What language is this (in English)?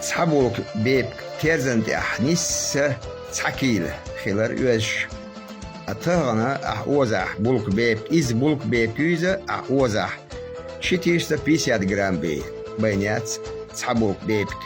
Chechen